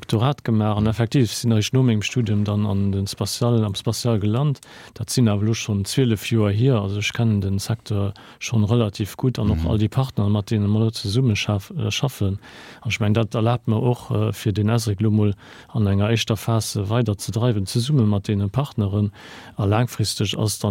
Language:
Luxembourgish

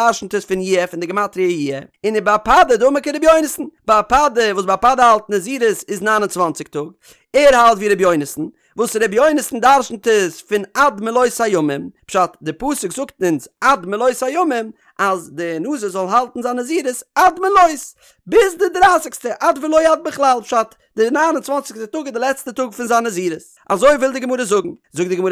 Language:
Yiddish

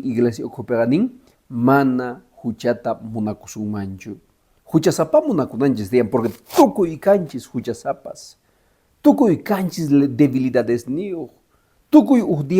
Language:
Quechua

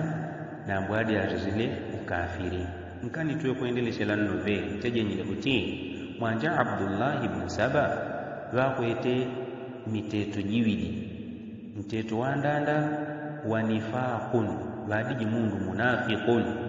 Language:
Yao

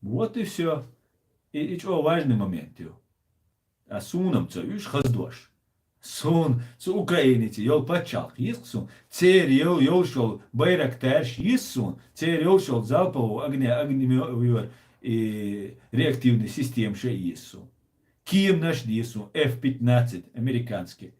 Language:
Chechen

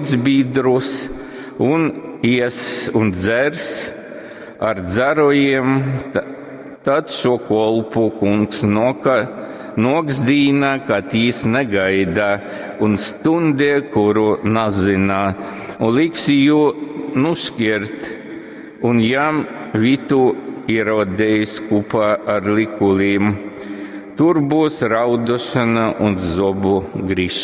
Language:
Latgalian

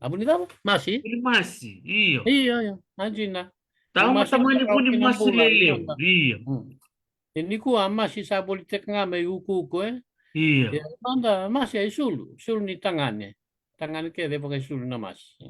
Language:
Fijian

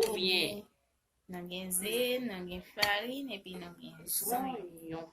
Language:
Haitian Creole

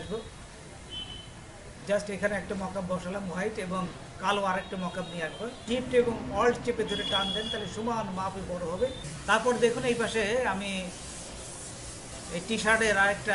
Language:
Bangla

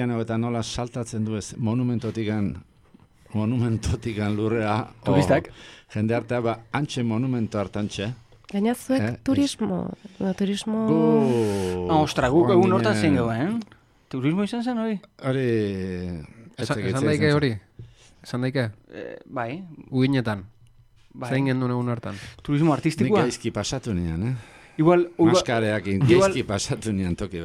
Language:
Basque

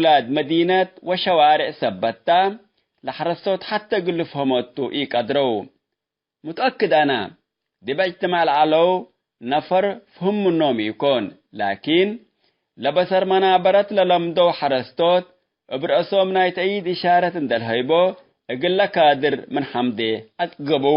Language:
Tigre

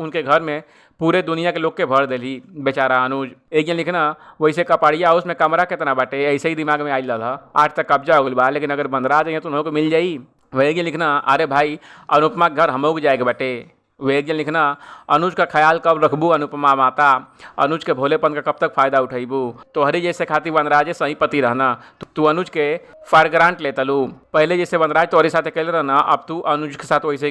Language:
Bhojpuri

